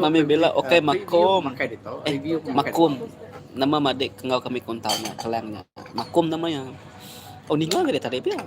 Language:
Iban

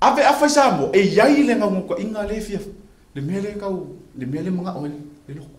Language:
Samoan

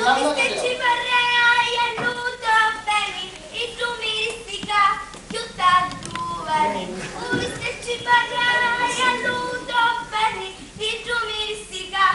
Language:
Sicilian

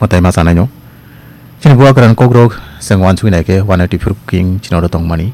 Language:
Kok Borok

